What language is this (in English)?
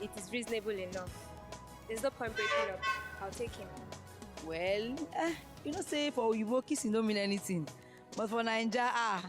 Nigerian Pidgin